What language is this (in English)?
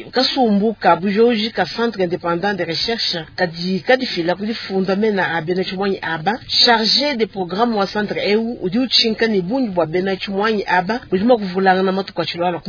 Luba-Lulua